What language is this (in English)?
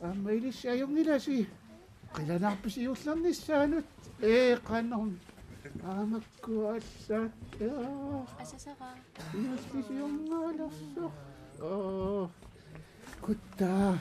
Kalaallisut